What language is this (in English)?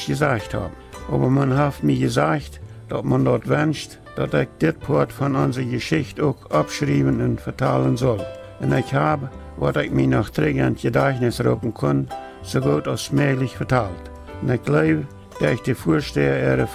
Plautdietsch